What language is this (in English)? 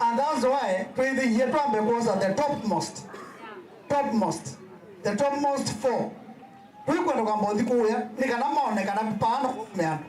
Kamba